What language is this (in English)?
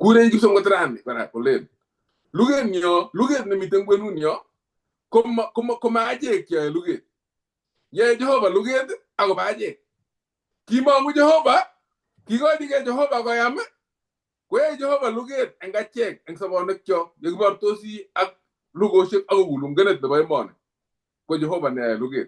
Kalenjin